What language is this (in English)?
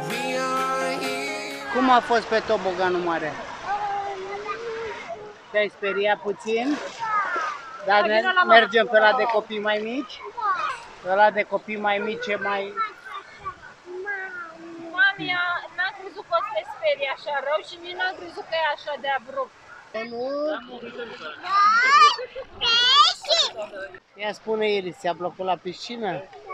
Romanian